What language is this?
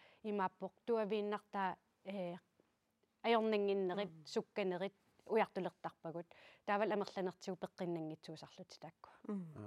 Kalaallisut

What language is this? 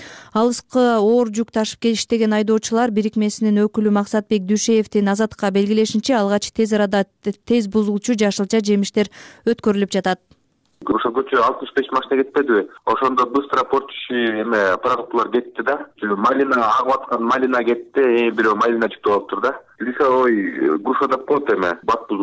Kyrgyz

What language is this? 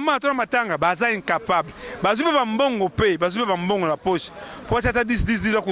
Lingala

